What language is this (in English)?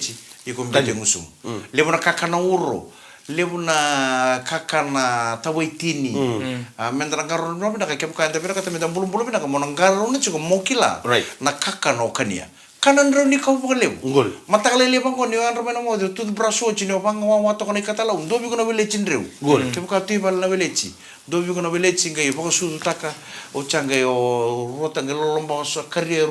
Fijian